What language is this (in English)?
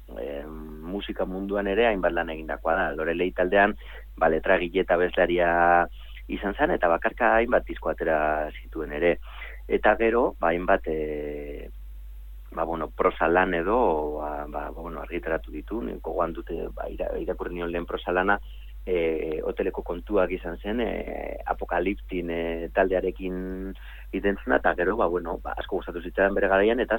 Basque